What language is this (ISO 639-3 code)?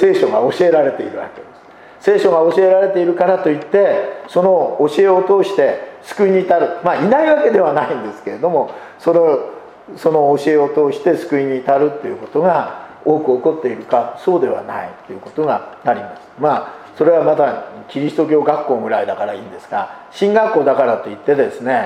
jpn